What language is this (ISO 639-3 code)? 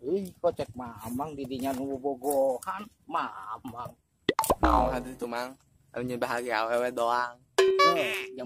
sun